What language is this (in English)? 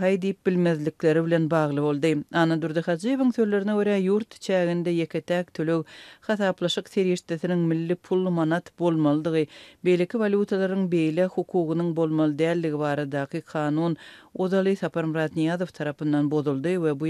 Turkmen